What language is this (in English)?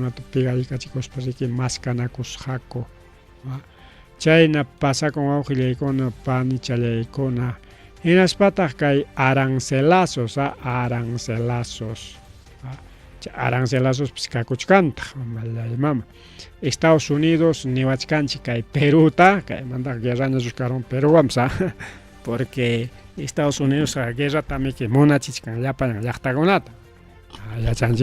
Ayacucho Quechua